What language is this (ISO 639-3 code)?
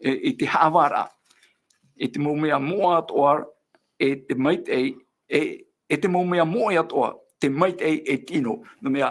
tah